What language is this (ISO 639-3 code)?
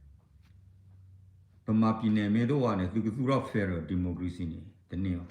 ksw